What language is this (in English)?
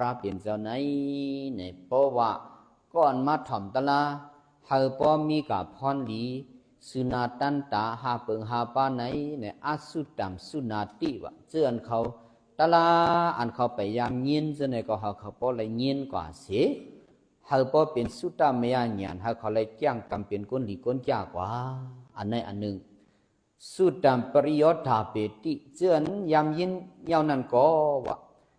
Shan